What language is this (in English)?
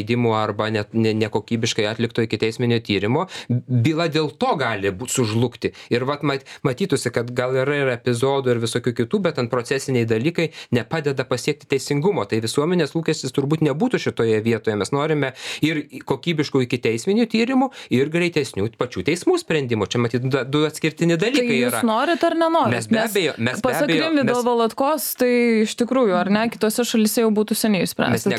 Lithuanian